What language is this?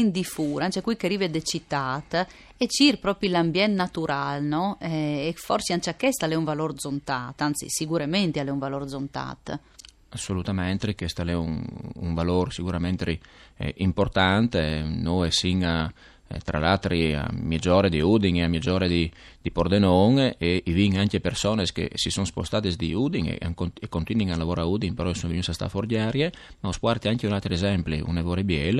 Friulian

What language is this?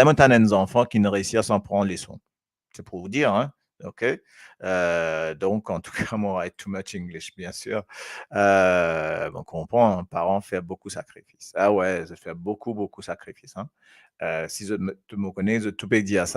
Morisyen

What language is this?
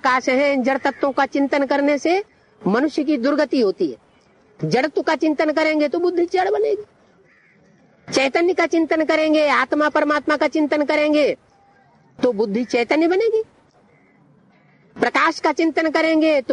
Hindi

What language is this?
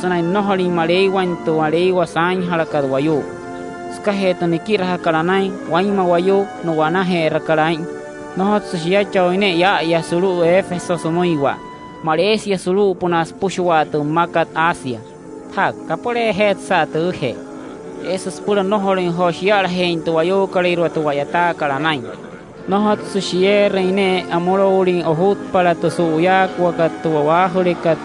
Wayuu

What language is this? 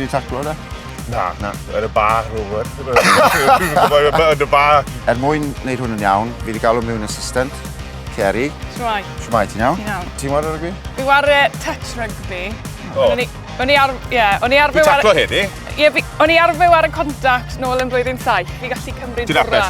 Welsh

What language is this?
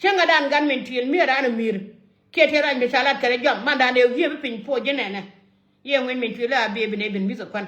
Nuer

